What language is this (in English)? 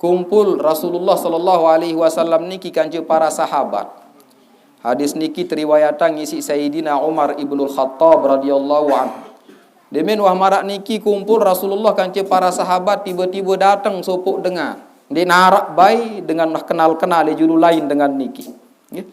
Sasak